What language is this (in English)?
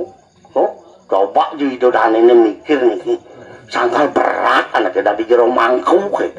Balinese